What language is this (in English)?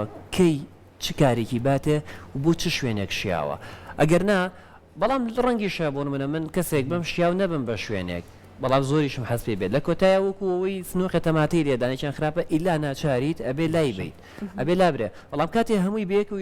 Central Kurdish